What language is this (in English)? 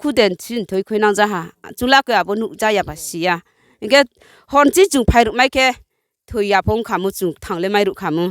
Riang (India)